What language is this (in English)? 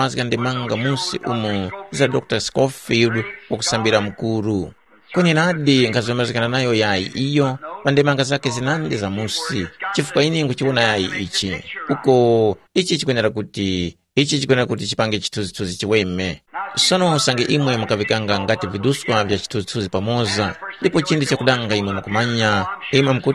Tumbuka